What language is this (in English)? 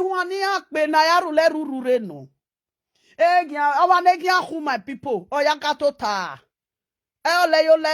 Nigerian Pidgin